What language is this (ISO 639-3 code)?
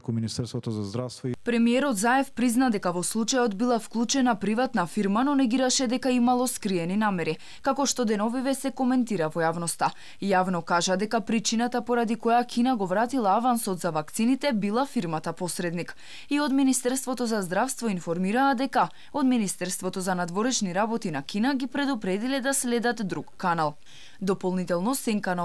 mkd